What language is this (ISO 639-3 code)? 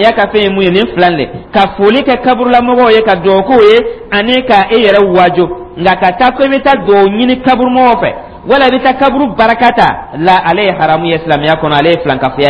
dyu